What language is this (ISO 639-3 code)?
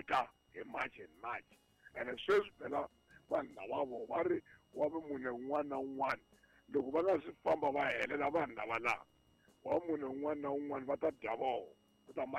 tso